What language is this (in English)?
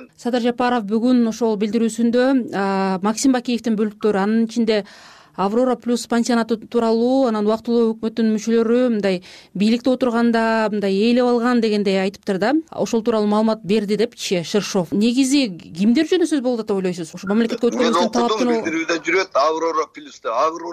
Kyrgyz